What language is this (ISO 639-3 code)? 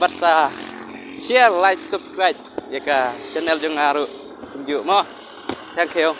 kha